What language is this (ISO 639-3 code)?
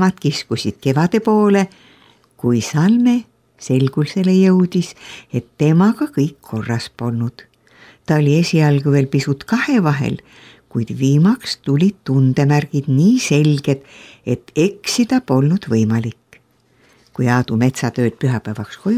est